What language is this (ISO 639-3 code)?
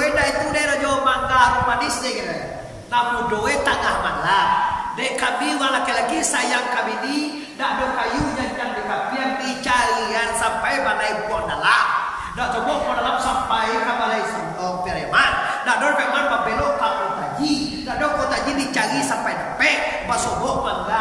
min